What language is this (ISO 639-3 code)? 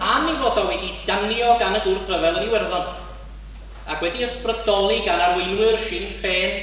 cym